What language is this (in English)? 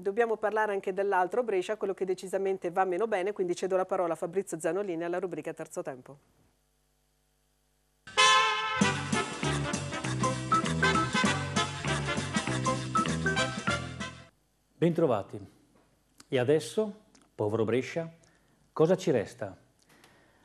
Italian